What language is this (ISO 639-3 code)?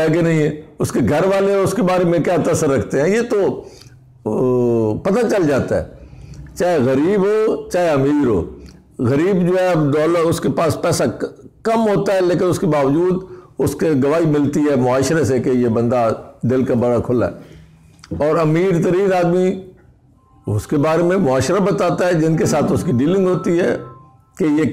urd